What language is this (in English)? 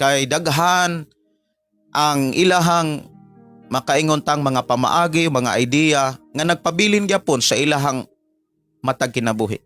Cebuano